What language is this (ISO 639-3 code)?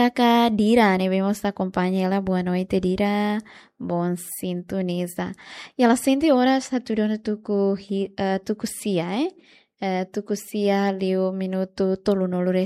tet